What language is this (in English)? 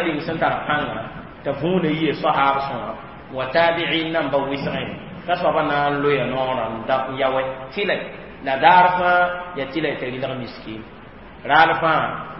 Mossi